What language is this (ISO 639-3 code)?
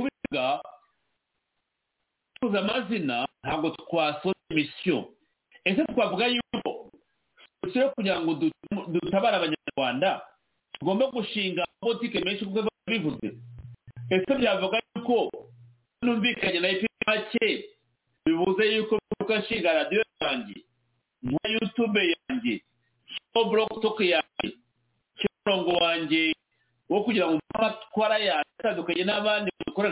kin